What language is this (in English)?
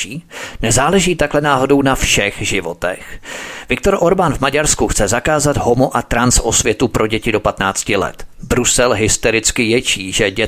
Czech